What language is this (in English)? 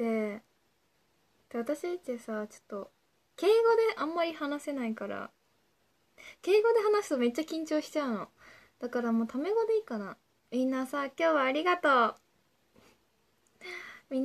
Japanese